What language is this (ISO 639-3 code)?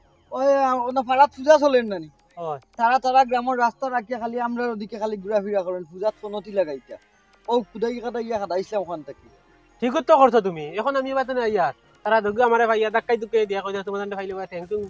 syl